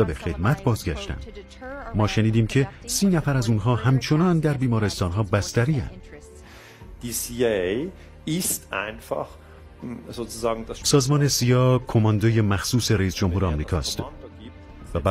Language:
Persian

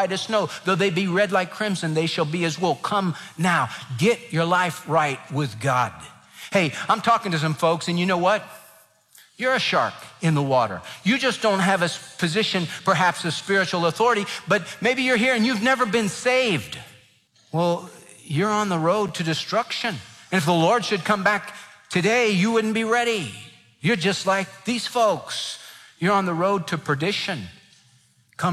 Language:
English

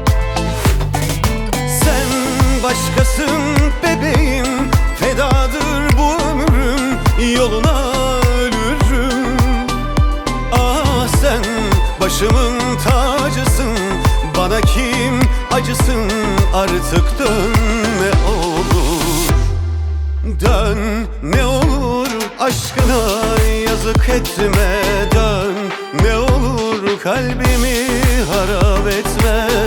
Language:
Turkish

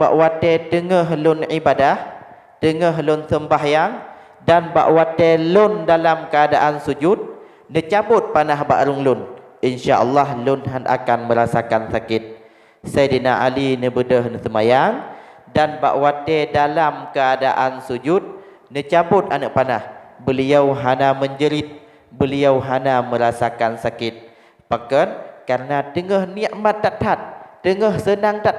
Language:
Achinese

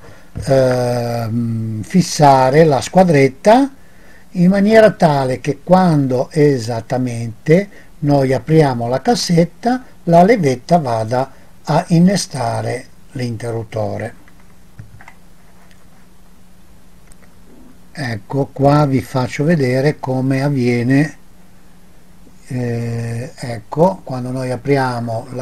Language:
Italian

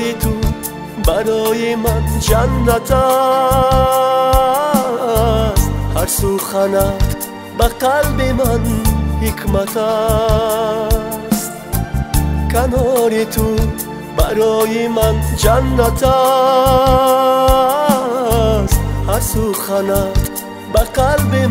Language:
Persian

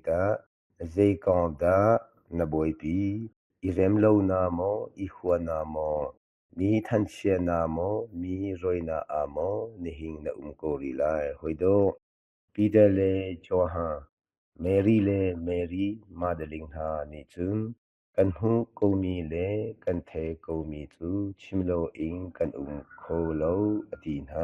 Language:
Hakha Chin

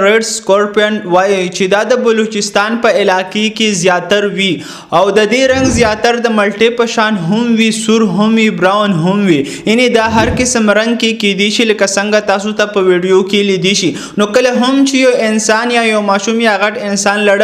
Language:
Pashto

